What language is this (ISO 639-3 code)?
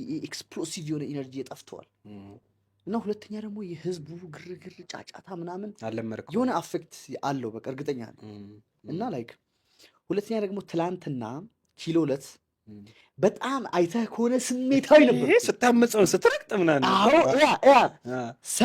amh